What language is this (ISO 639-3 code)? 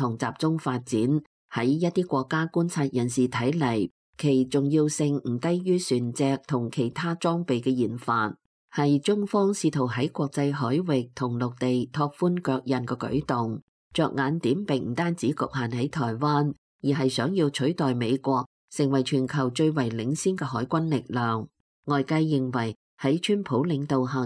yue